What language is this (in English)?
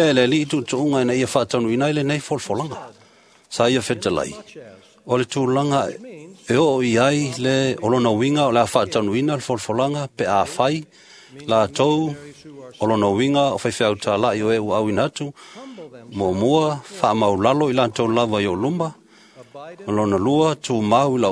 Samoan